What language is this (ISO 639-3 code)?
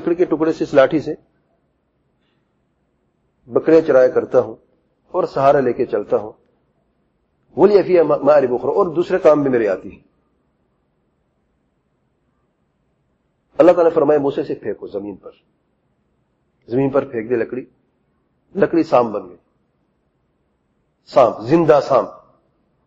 urd